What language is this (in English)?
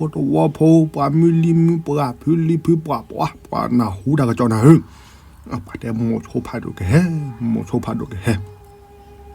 S'gaw Karen